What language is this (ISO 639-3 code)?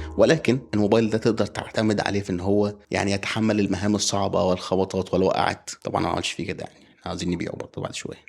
arz